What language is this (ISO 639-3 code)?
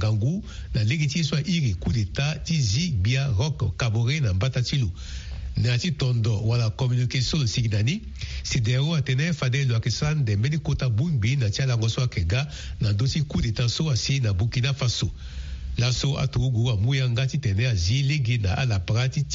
sag